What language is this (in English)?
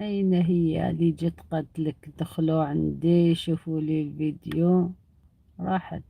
Algerian Arabic